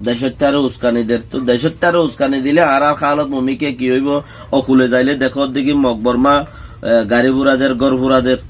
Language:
Rohingya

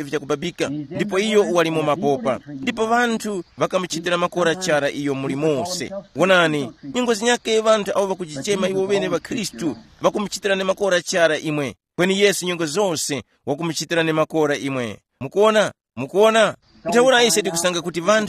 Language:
Tumbuka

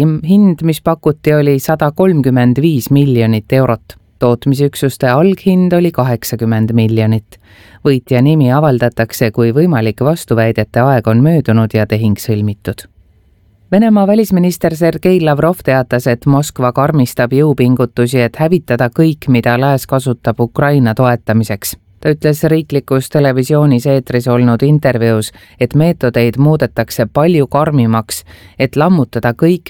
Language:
Estonian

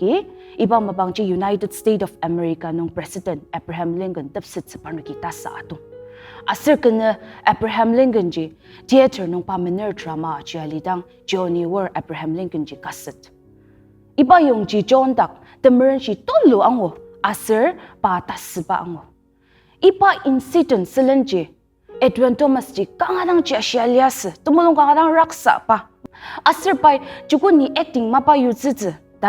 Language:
Ao Naga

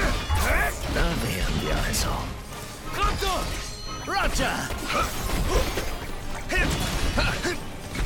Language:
German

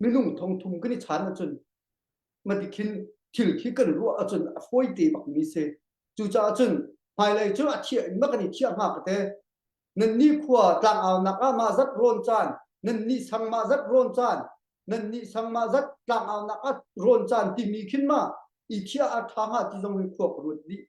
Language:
Hakha Chin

